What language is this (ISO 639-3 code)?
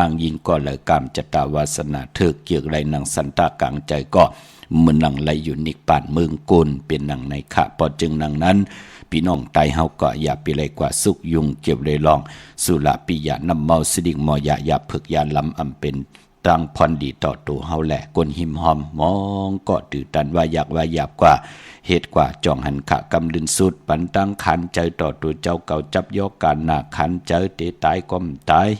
shn